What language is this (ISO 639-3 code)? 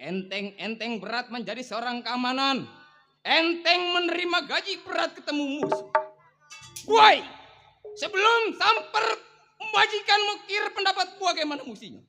bew